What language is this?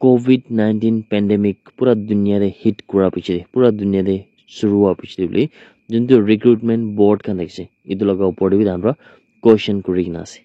Naga Pidgin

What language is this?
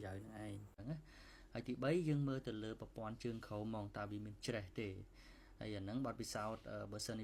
Khmer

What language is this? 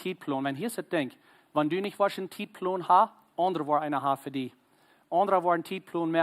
Plautdietsch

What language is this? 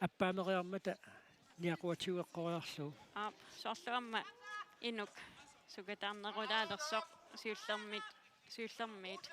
Kalaallisut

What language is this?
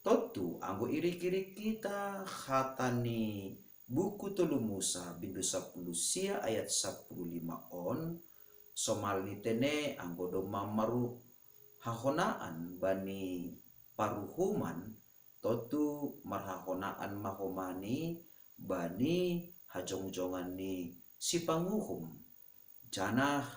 Batak Simalungun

